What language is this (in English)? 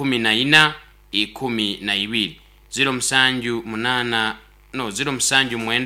Nyoro